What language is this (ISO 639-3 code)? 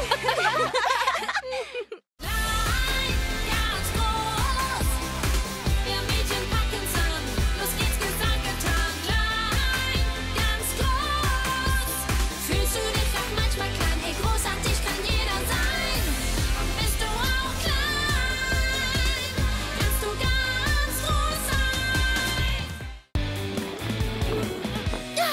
deu